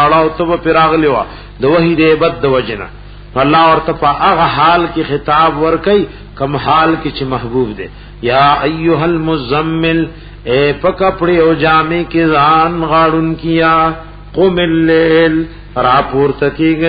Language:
Pashto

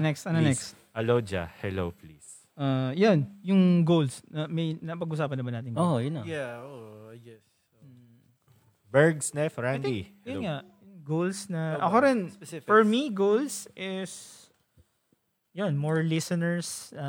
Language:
Filipino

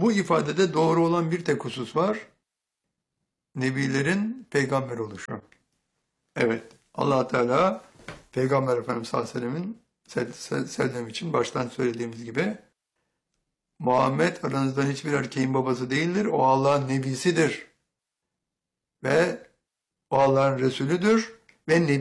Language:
Turkish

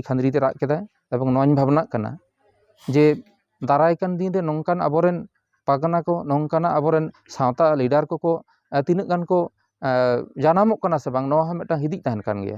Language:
Santali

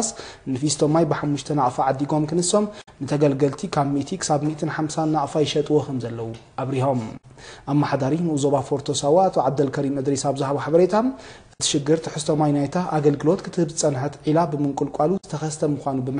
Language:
Tigrinya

